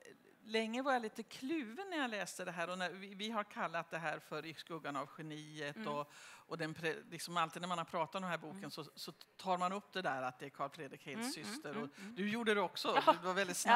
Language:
Swedish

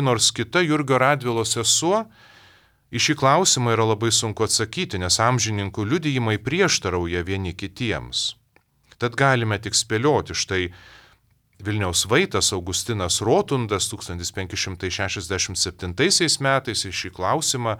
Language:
Lithuanian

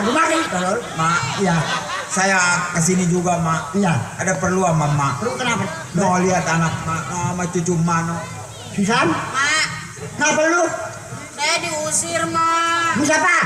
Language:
Betawi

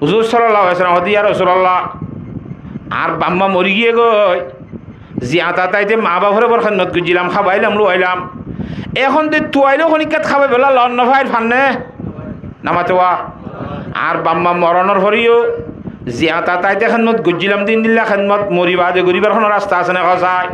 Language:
Rohingya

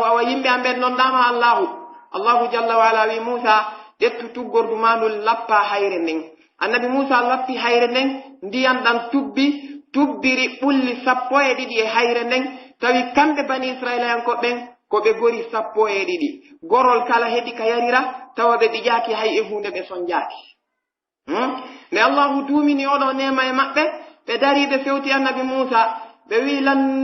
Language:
Pular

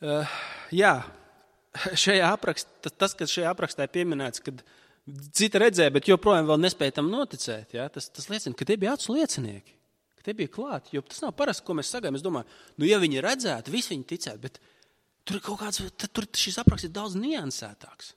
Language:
Latvian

